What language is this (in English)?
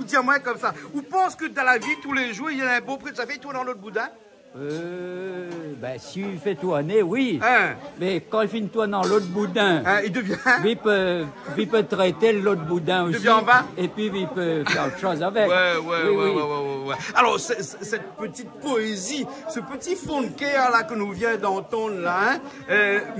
Réunion Creole French